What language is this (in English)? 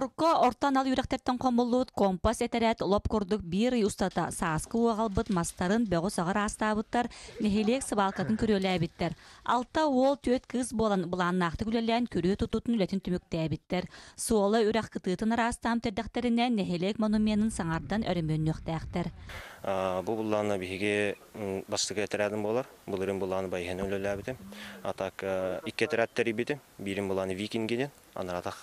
Yakut